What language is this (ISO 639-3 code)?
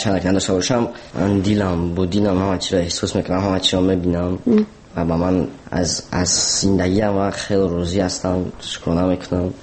tgk